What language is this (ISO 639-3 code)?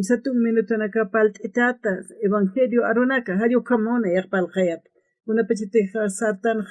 aym